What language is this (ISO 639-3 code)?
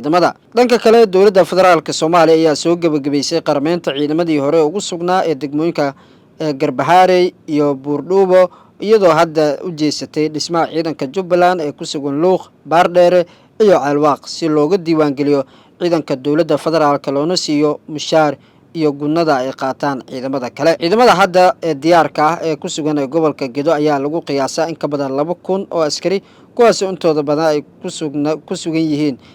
som